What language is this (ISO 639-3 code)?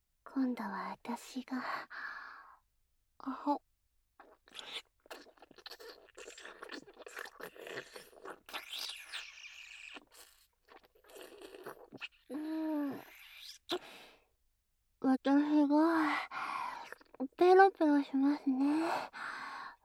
jpn